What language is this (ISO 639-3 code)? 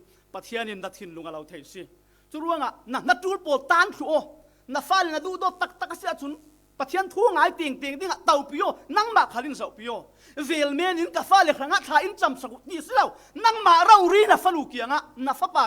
cfm